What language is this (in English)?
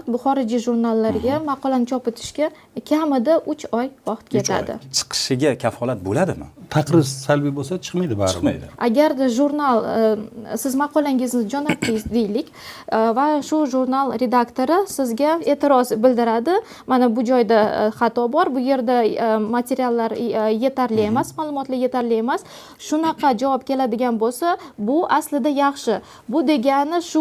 Uzbek